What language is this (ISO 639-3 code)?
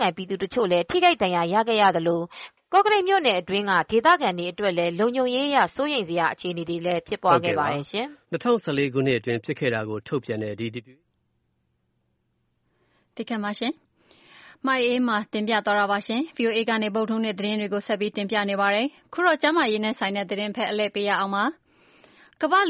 mya